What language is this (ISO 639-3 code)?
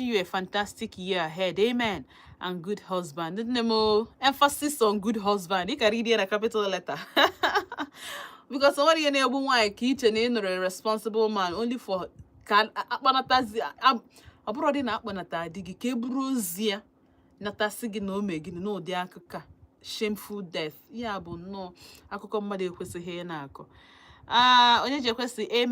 ibo